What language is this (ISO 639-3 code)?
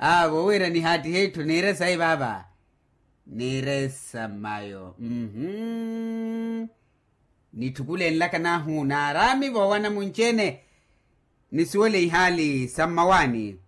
vmw